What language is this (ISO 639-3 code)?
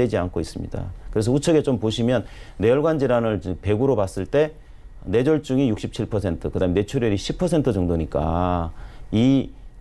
kor